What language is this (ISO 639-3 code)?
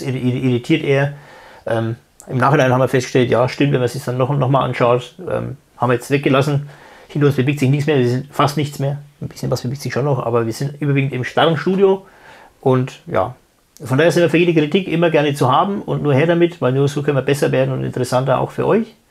deu